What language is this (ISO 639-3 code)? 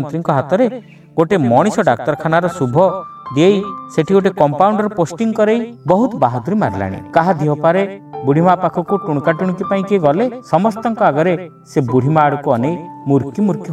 ori